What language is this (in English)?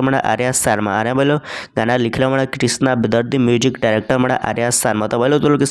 Bhojpuri